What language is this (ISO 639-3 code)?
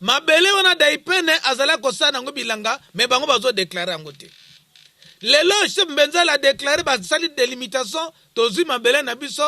lin